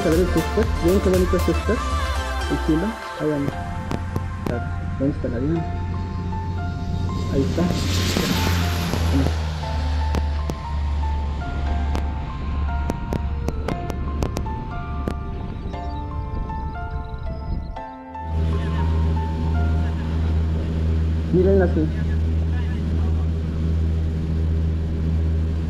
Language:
Spanish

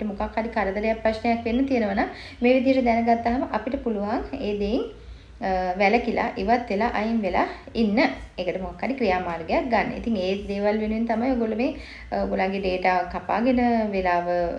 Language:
Sinhala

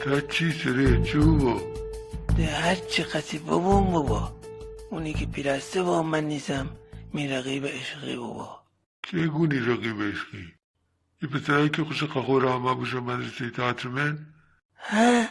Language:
Gilaki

